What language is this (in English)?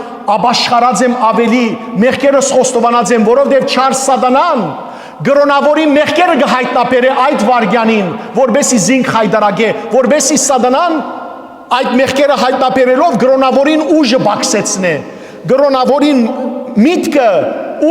Western Armenian